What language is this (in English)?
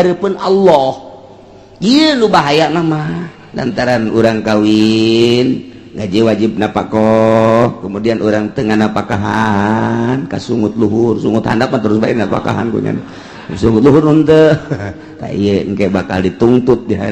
Sundanese